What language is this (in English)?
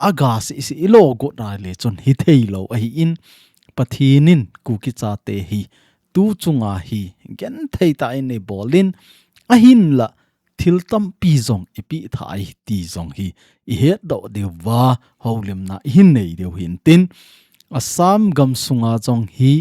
Thado Chin